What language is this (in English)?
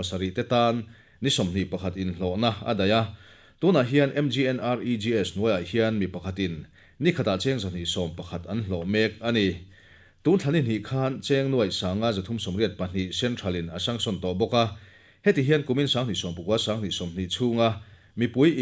Mizo